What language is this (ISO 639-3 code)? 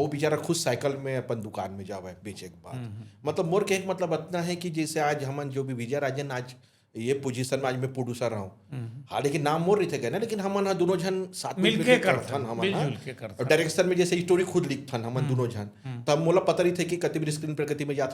hne